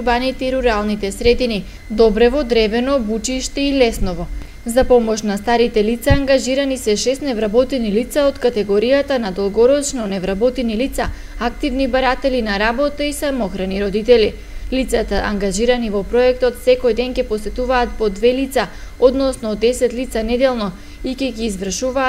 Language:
Macedonian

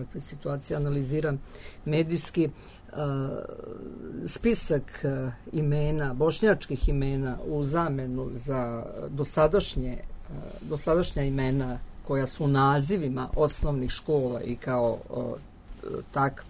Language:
Serbian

